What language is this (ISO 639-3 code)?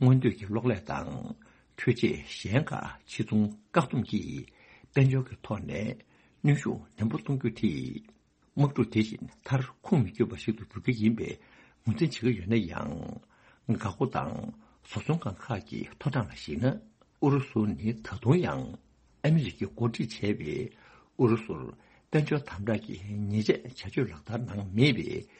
bod